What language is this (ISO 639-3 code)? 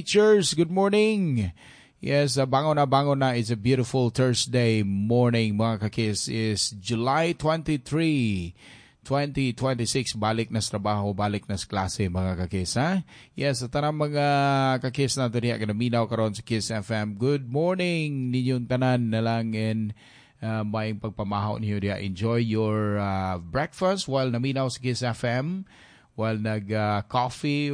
ceb